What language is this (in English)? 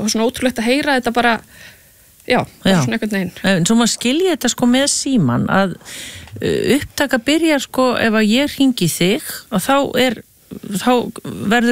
Icelandic